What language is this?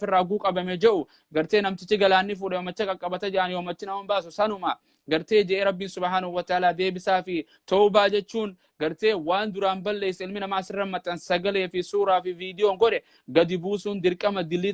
Oromo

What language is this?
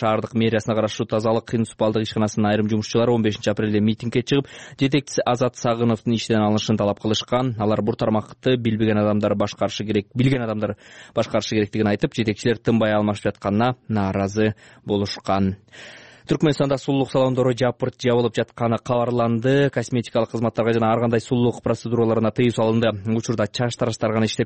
Kyrgyz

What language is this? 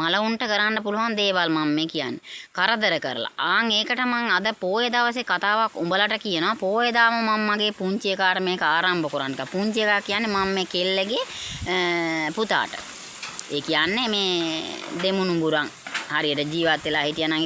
Sinhala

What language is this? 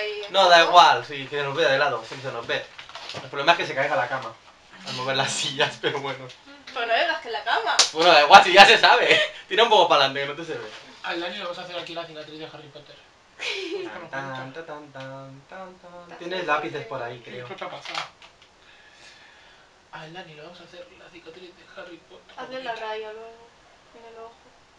Spanish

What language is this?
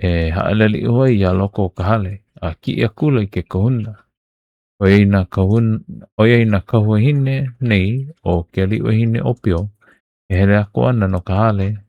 Hawaiian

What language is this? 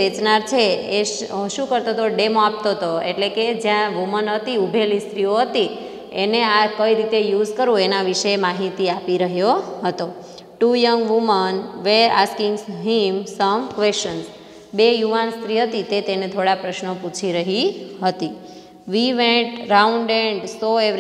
Gujarati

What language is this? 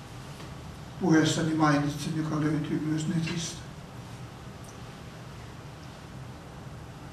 Finnish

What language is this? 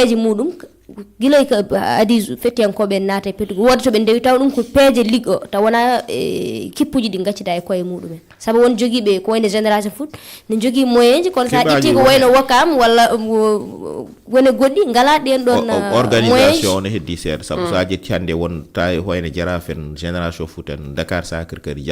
Fula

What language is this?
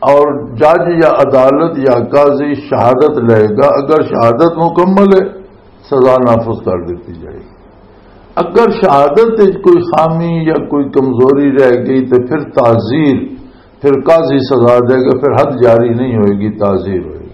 Western Panjabi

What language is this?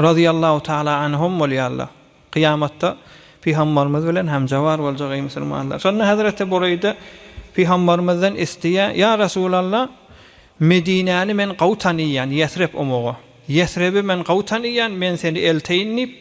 Turkmen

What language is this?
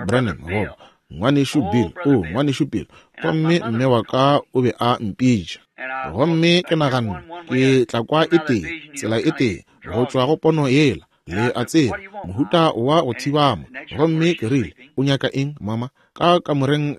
Northern Sotho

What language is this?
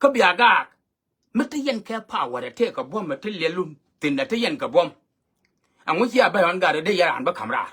Nuer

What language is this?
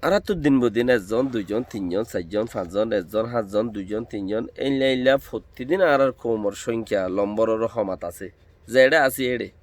Rohingya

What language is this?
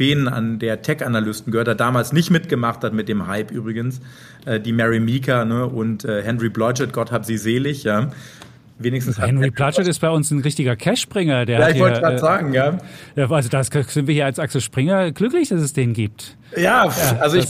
German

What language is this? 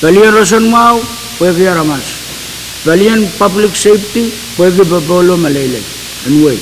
Pohnpeian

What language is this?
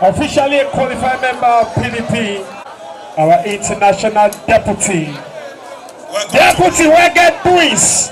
Nigerian Pidgin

